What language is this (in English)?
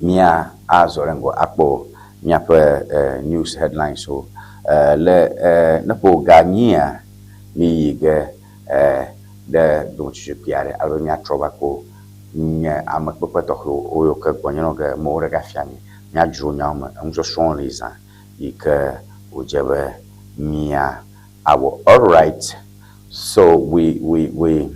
Ewe